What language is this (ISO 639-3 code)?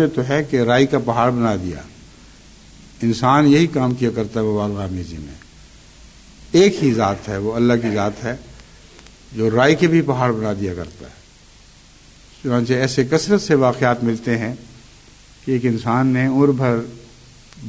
urd